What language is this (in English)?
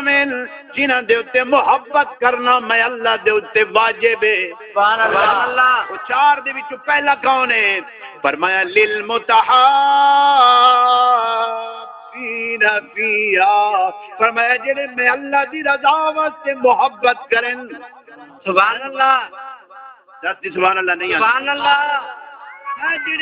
Saraiki